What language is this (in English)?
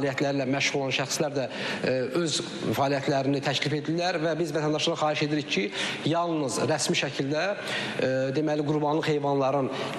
Azerbaijani